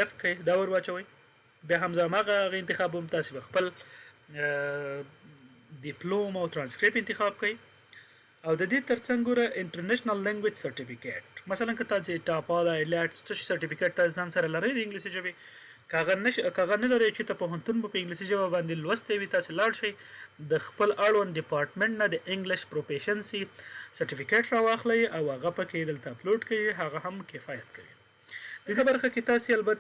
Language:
Pashto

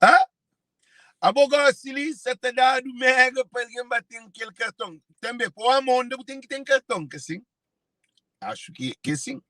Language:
Kabuverdianu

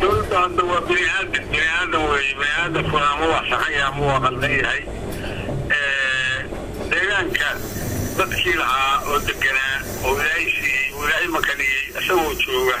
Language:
Somali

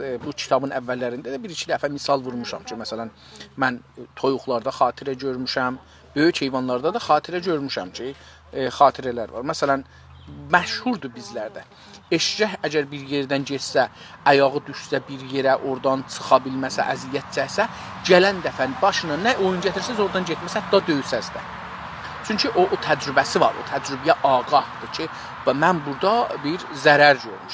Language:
South Azerbaijani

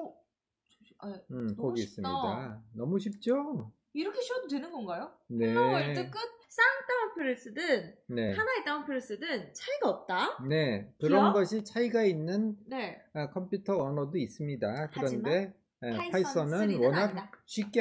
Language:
Korean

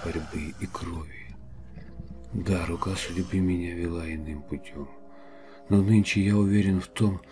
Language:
Russian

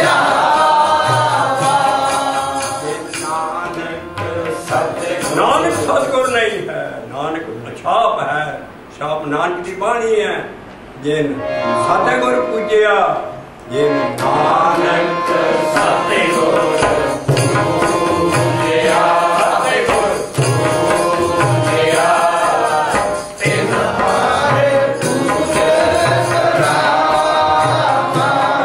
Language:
Punjabi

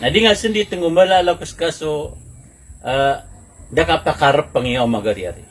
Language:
Maranao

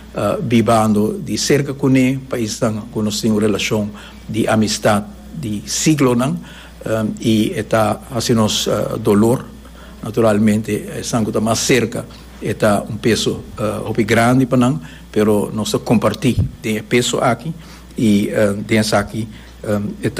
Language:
Papiamento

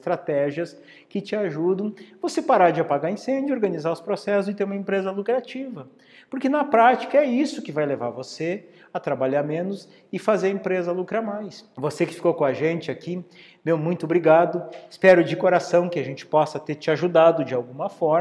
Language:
Portuguese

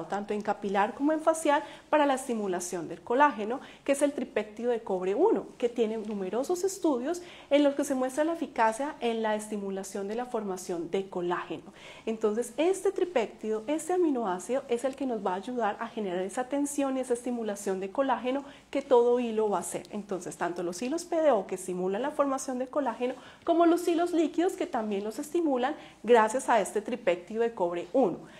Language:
Spanish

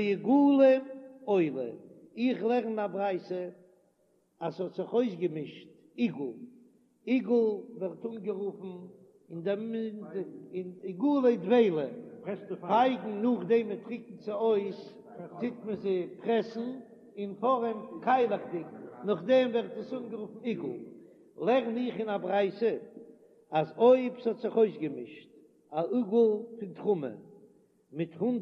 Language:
Yiddish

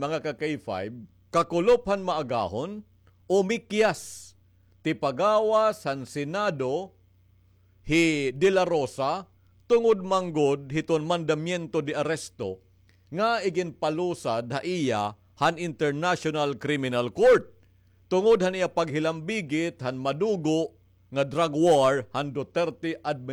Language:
Waray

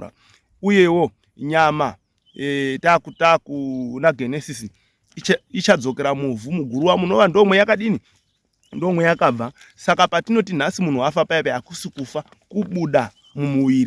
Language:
Shona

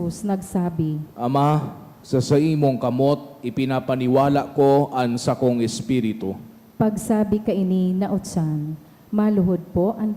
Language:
Bikol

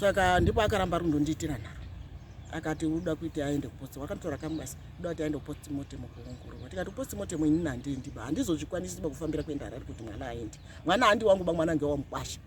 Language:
Shona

